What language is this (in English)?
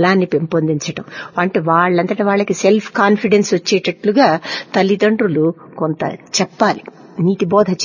Telugu